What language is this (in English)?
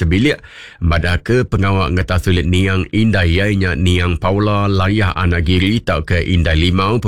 Iban